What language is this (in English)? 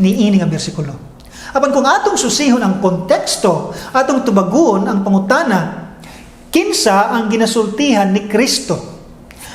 Cebuano